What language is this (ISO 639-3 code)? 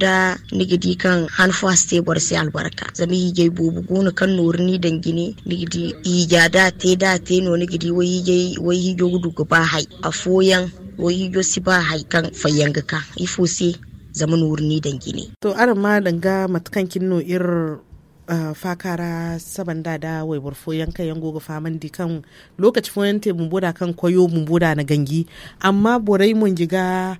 dje